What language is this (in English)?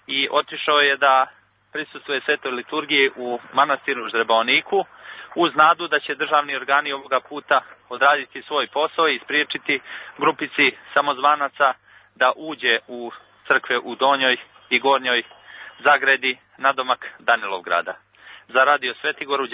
Serbian